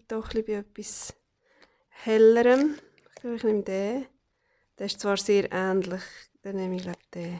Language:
Swiss German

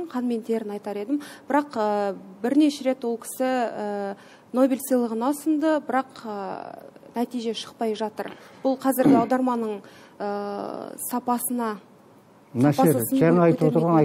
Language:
Kazakh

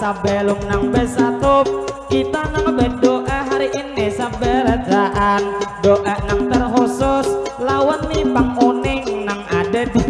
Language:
Banjar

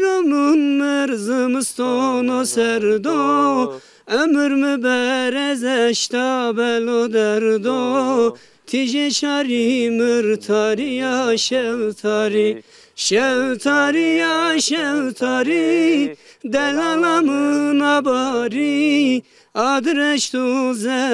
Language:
Zaza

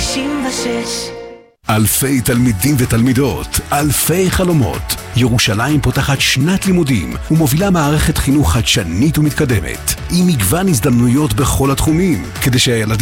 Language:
Hebrew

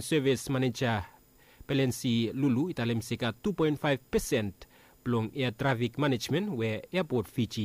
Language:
Bislama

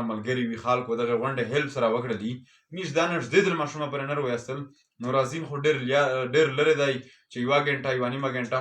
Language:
Pashto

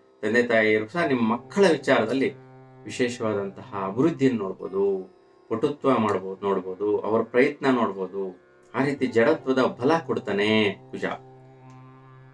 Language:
Kannada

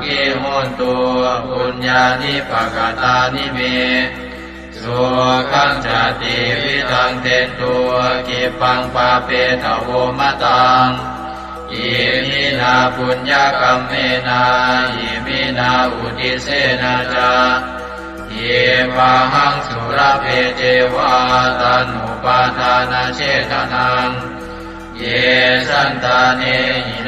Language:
Pali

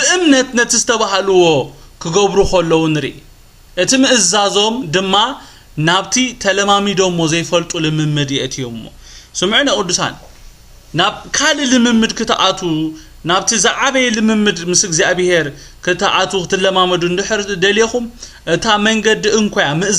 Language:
Tigrinya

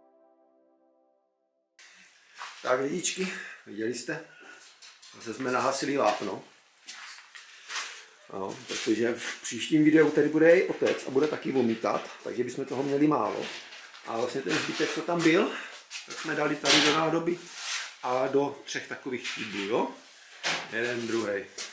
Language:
Czech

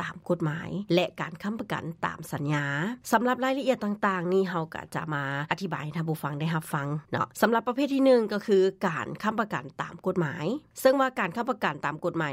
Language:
Lao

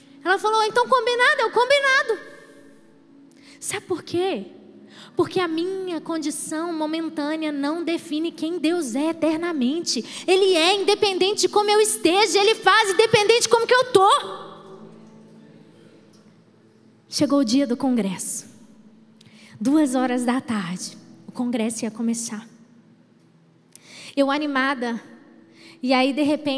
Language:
Portuguese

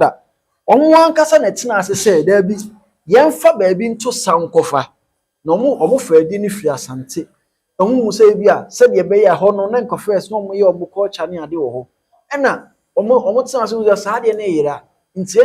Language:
Akan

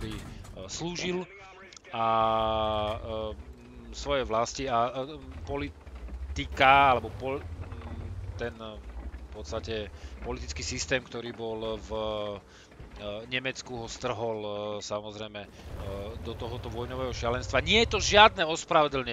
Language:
Slovak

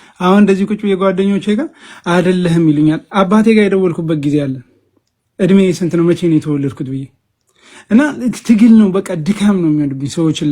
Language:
Amharic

